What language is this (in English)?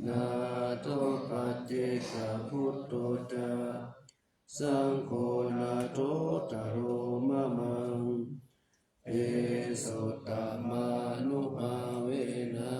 Pali